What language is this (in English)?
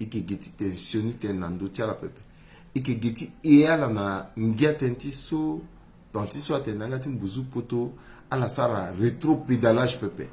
Sango